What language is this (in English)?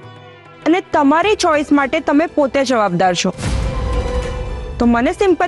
Gujarati